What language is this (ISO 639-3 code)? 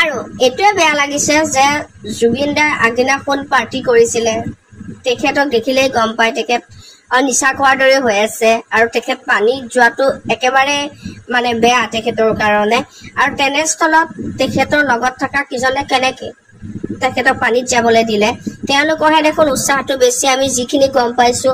asm